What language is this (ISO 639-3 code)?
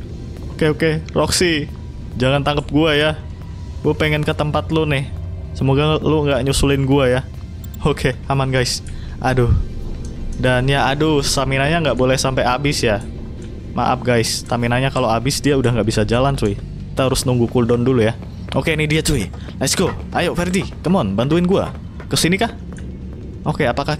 ind